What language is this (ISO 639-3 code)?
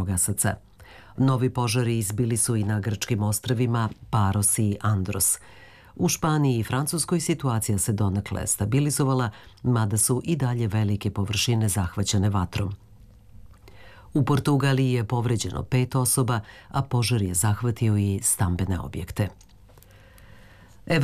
srp